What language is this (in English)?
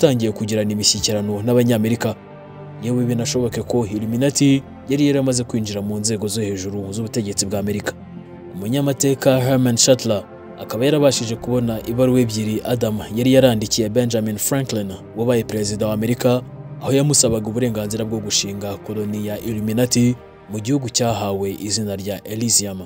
Kinyarwanda